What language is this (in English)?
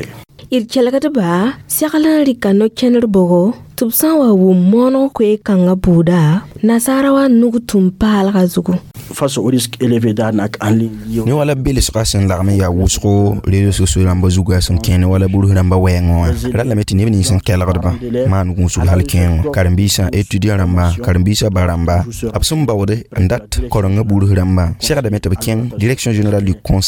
Mossi